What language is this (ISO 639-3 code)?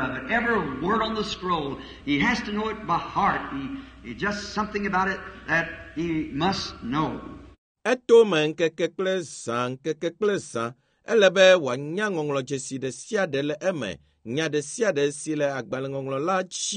ewe